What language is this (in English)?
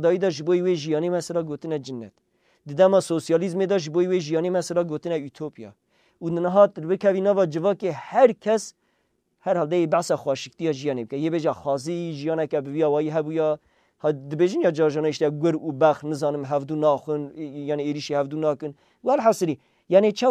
Kurdish